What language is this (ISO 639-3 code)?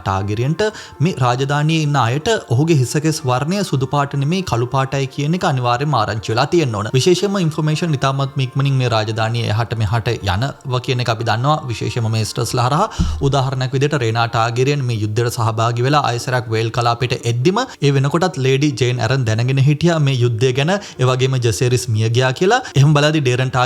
sin